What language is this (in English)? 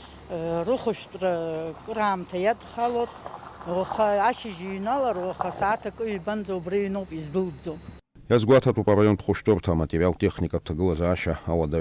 Abkhazian